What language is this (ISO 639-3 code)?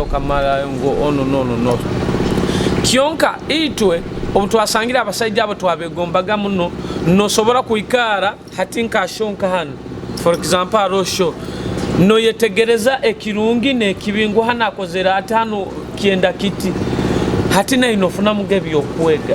nyo